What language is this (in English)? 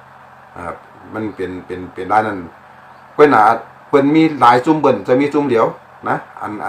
Shan